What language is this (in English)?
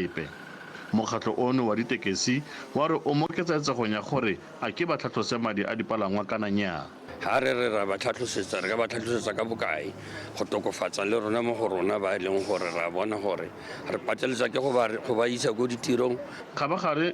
Tswana